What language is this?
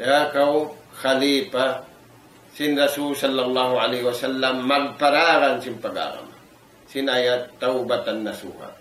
Tausug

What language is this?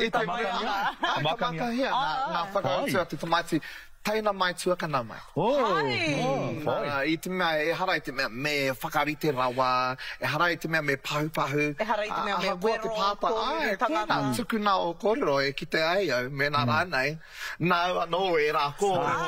Māori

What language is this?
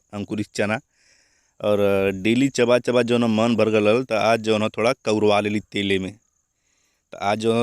Bhojpuri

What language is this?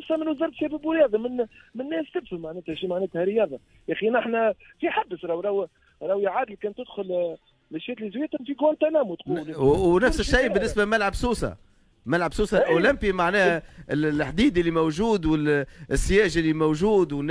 Tunisian Arabic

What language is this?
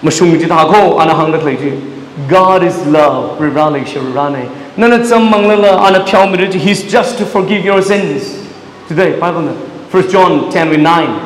Tangkhul Naga (India)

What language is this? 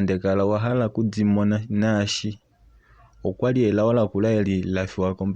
Kuanyama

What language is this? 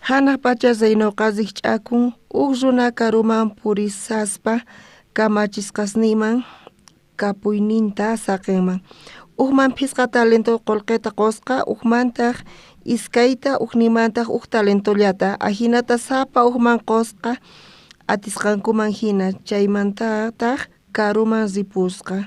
South Bolivian Quechua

